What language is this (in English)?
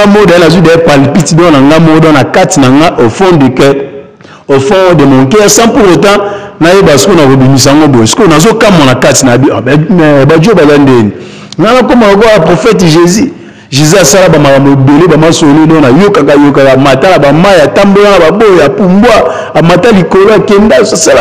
Lingala